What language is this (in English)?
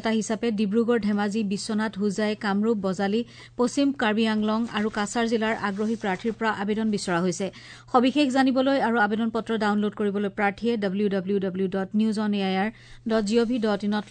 Assamese